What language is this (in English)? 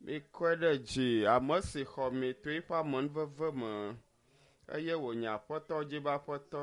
Ewe